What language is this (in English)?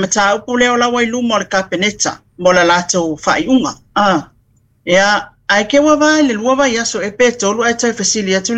Samoan